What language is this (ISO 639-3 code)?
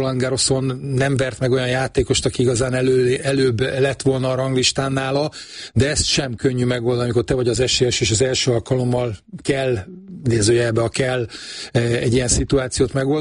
hun